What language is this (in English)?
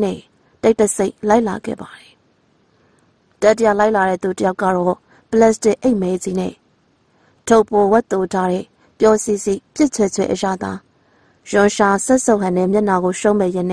Burmese